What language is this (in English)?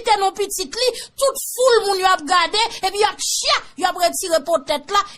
Haitian Creole